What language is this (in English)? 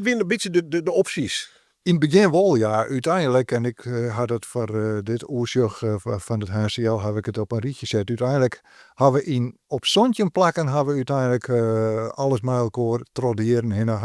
Western Frisian